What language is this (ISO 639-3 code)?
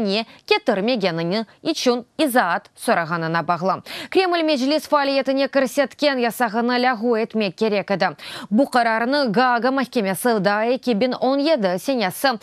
crh